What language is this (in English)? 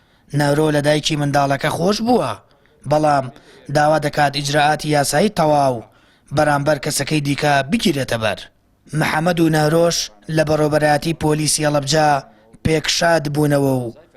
Central Kurdish